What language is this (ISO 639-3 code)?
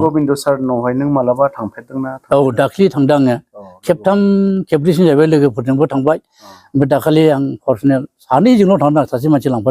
brx